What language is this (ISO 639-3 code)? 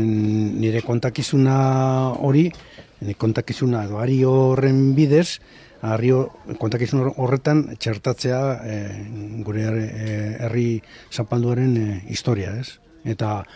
eus